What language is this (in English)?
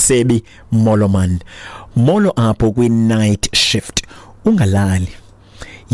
Xhosa